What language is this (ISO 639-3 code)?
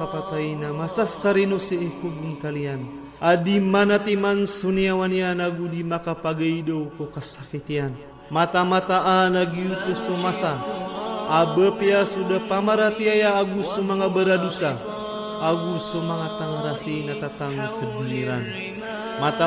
mrw